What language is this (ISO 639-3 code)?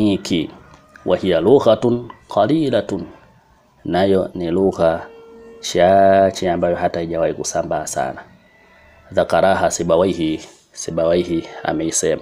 swa